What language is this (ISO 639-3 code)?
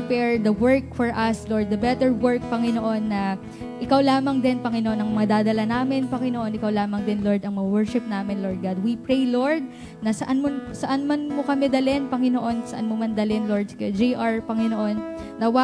fil